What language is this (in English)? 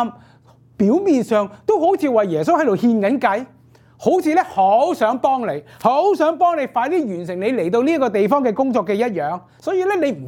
Cantonese